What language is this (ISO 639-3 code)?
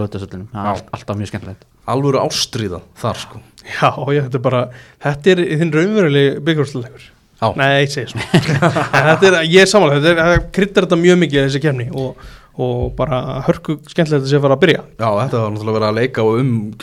isl